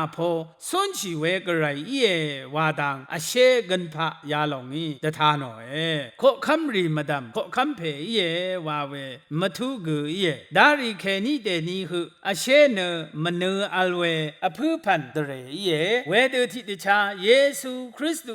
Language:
Rawang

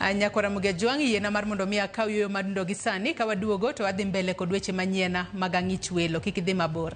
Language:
Luo (Kenya and Tanzania)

